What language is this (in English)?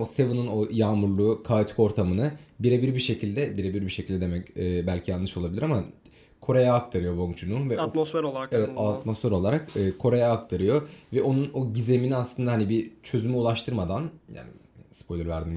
Turkish